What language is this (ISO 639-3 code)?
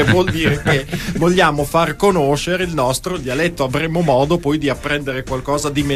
ita